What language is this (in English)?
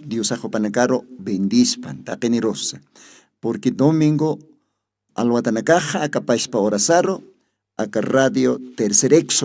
Aymara